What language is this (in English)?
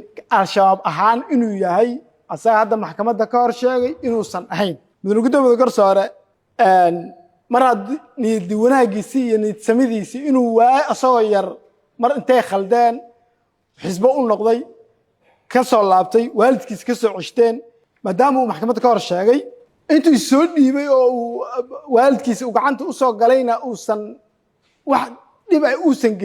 Somali